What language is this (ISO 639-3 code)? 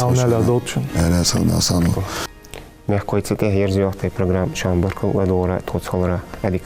inh